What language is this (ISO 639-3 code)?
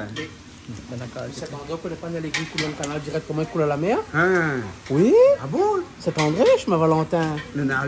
rcf